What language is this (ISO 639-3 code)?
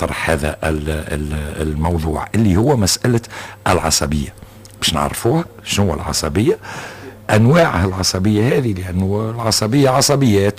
aeb